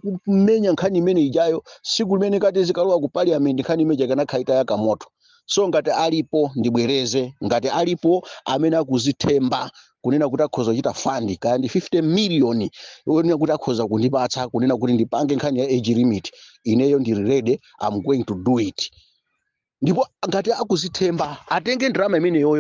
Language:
Nyanja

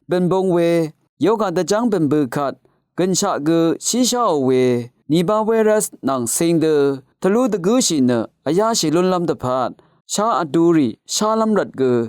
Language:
Rawang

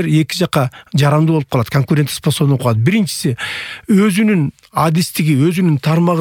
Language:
Kyrgyz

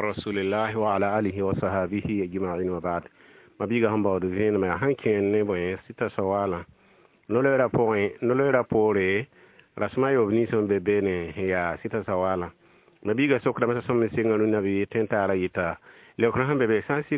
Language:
Mossi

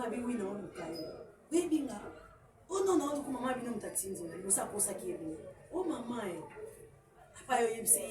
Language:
Lingala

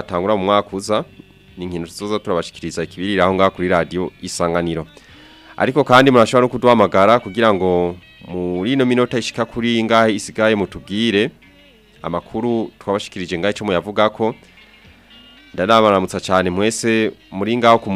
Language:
Rundi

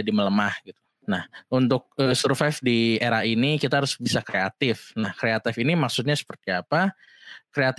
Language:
Indonesian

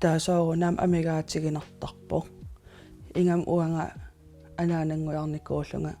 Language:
Kalaallisut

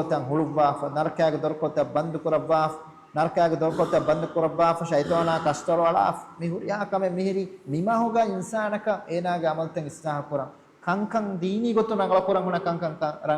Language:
Divehi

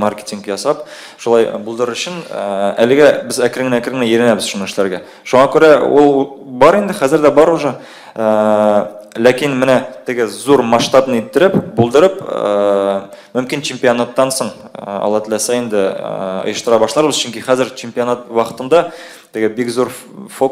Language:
Tatar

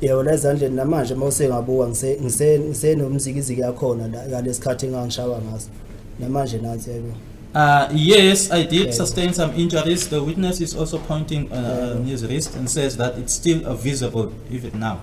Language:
Zulu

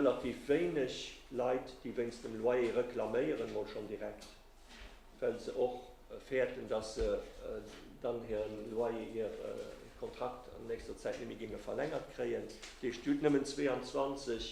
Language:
Luxembourgish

